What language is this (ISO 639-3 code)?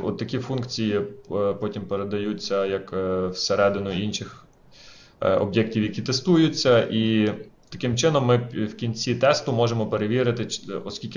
ukr